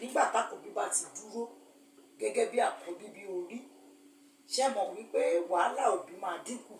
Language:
Yoruba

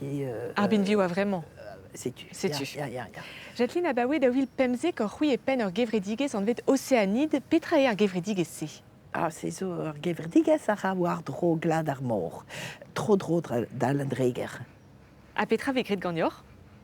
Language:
Breton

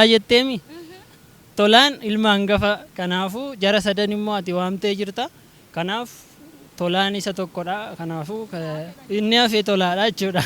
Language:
Oromo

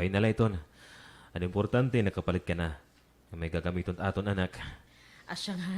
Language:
Waray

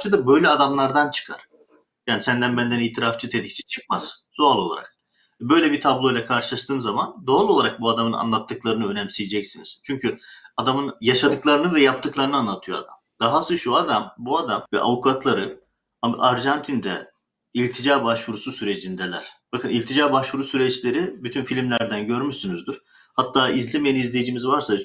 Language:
Turkish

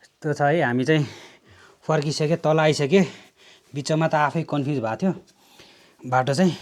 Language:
Nepali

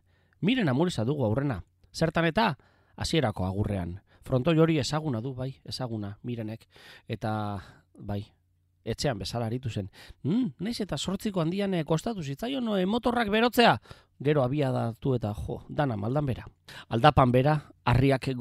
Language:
Basque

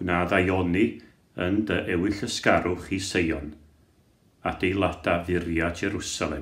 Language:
Welsh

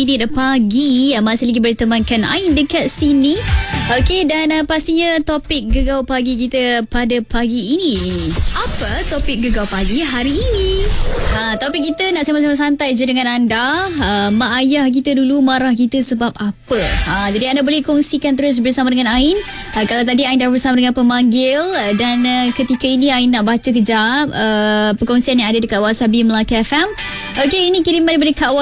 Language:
Malay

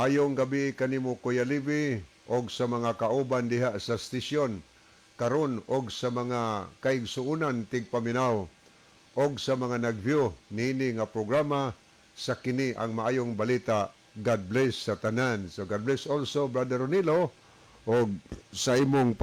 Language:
Cebuano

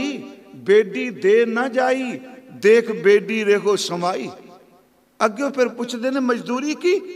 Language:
Punjabi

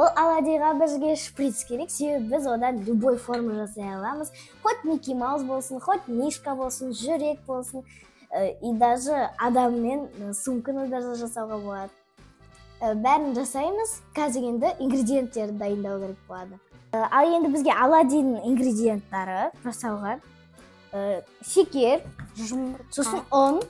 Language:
Kazakh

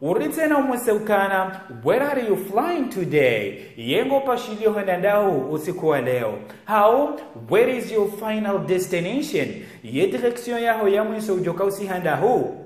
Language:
Ngazidja Comorian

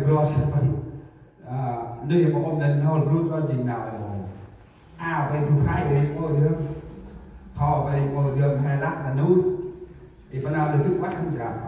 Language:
Central Mnong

